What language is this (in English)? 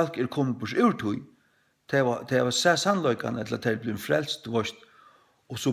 Faroese